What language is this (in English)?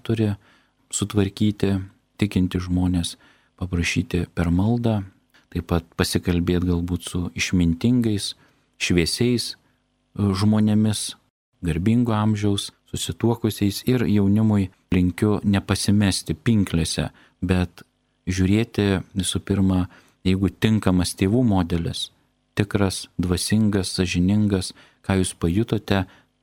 Lithuanian